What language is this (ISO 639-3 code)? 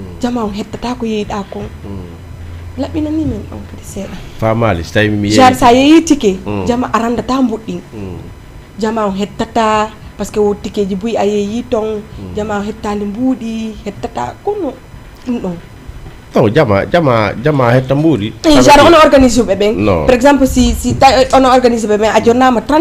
ful